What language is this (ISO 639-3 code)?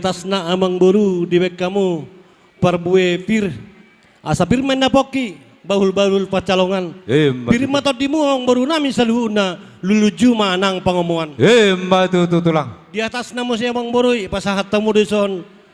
bbc